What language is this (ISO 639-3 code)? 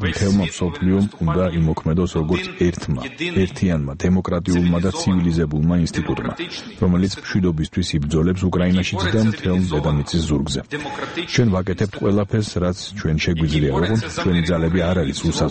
kat